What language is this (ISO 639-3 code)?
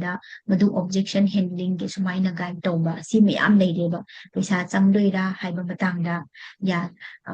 mni